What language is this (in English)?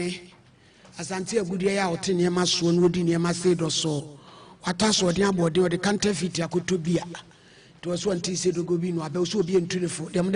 Akan